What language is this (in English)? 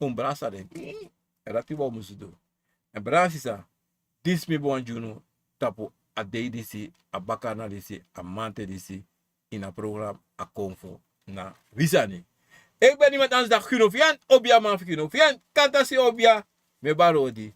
Sranan Tongo